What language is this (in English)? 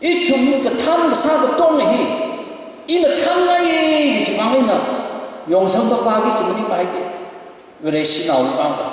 Tangkhul Naga (India)